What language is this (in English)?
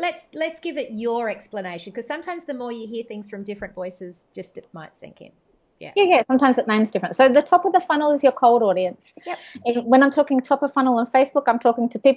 English